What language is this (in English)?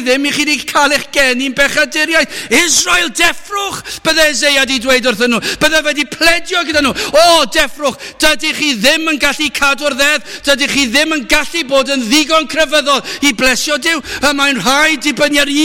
Welsh